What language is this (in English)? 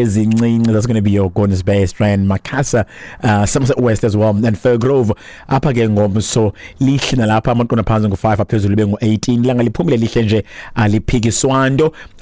Xhosa